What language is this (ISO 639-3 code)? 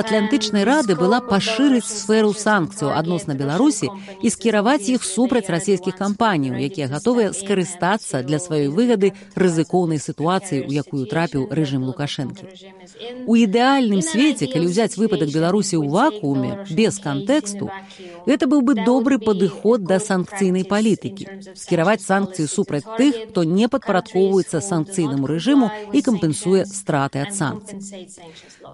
bel